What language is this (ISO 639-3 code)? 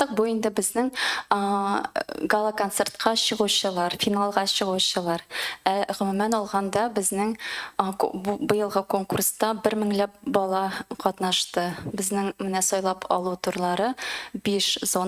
tat